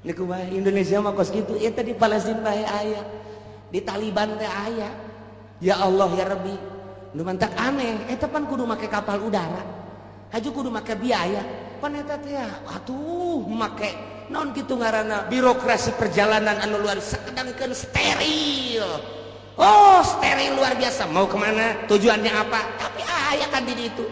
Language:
Sundanese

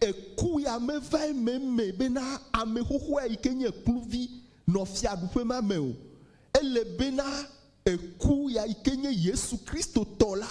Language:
Ewe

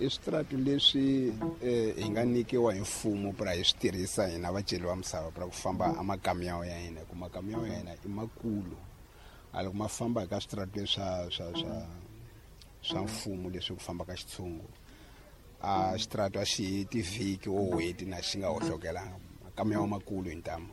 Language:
Tsonga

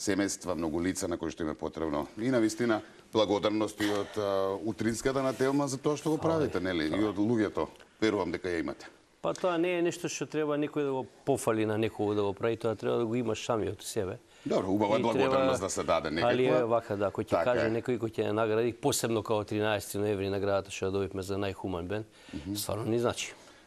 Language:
Macedonian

